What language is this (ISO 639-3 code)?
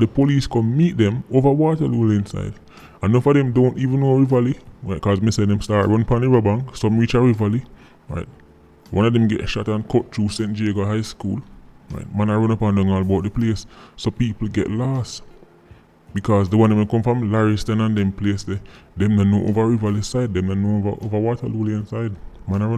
jam